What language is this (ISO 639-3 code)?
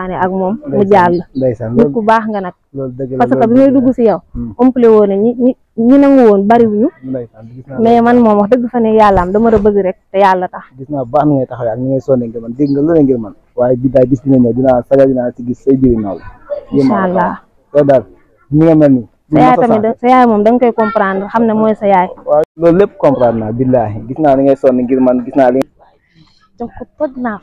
wol